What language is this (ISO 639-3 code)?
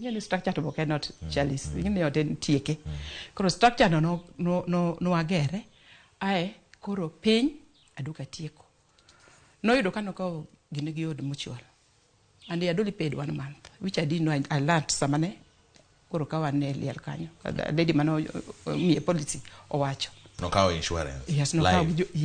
luo